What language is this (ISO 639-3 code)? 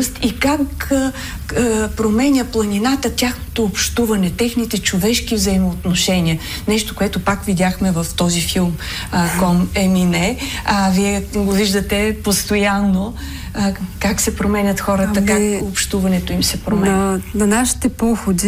bul